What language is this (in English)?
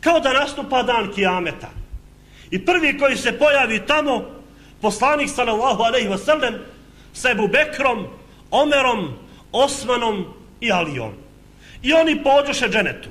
Bosnian